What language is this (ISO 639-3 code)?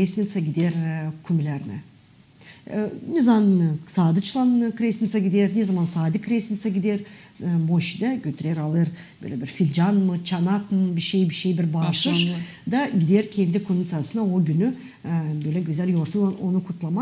gag